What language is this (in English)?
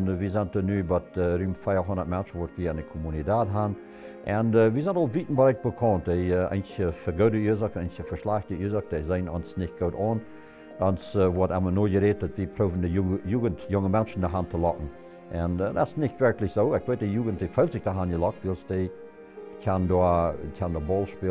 Plautdietsch